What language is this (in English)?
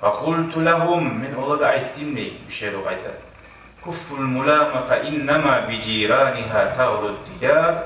Kumyk